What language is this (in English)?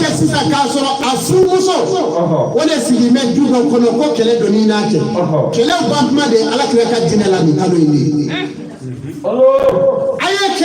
Bambara